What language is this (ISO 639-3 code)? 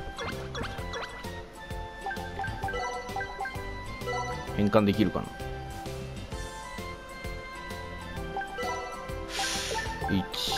jpn